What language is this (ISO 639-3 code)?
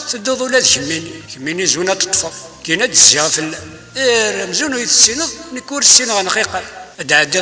kab